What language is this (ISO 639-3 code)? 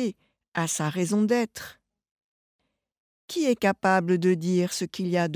fra